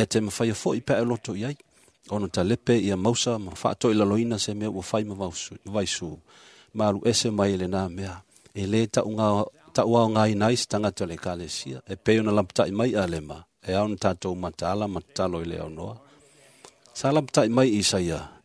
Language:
Samoan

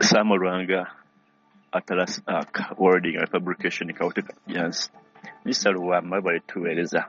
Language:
Ganda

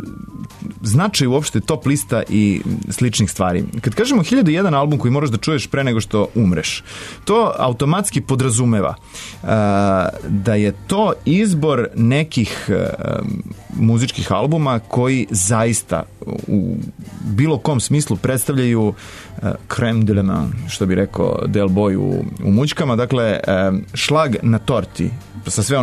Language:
Serbian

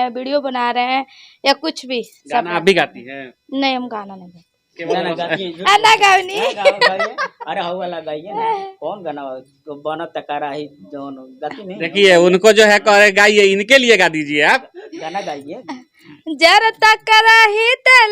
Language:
Bhojpuri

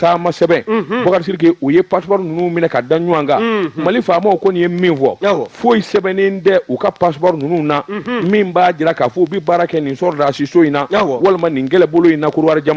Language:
Bambara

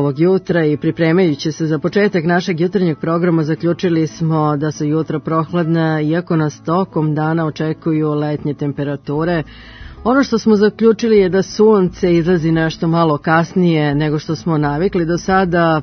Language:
Serbian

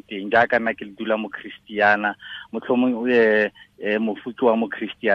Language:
Tswana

